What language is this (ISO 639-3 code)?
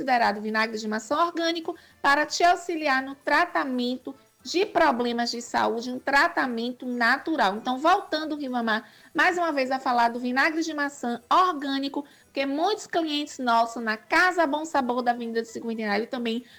por